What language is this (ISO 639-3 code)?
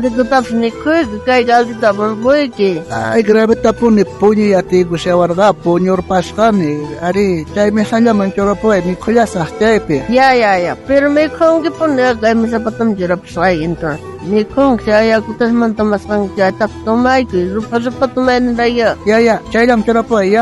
quh